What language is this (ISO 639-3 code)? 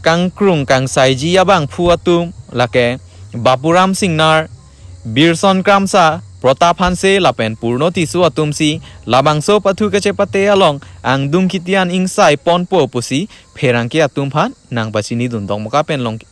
mjw